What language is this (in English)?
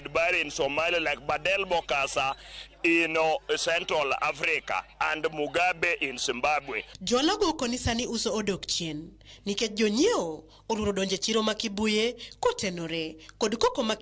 Luo (Kenya and Tanzania)